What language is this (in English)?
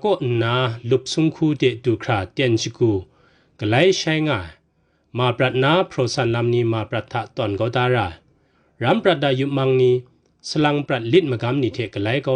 Kachin